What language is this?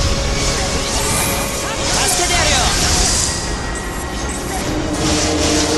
Japanese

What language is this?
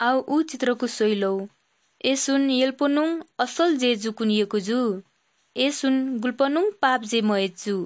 Odia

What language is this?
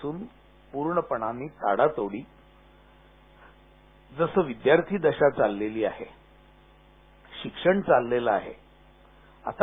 Marathi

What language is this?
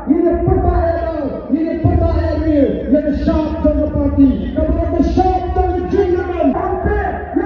Khasi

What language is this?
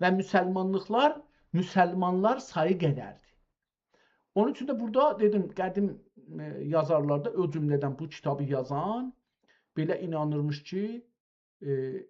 South Azerbaijani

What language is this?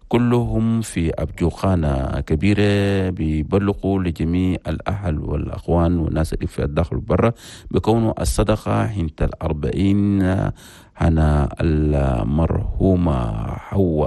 Chadian Arabic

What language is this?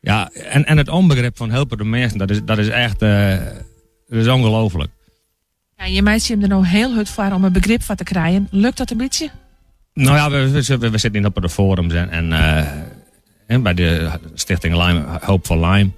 Western Frisian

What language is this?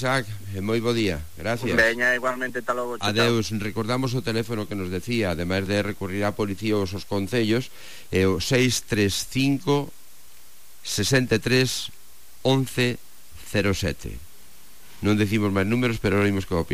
Galician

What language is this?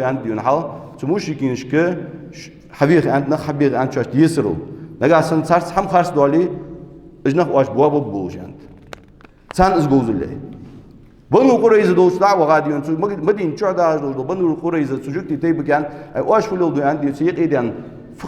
Ingush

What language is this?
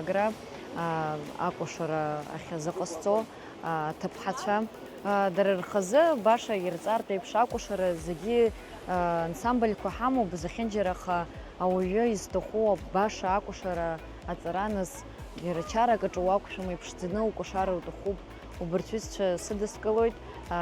Abkhazian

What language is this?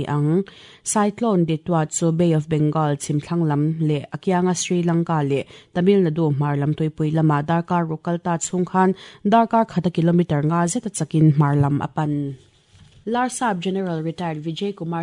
Mizo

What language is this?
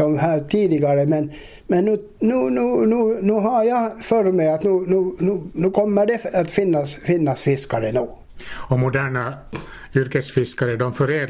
Swedish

